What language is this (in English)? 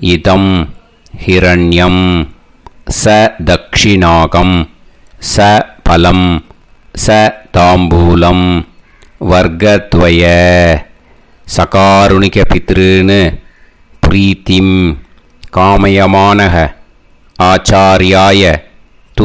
Tamil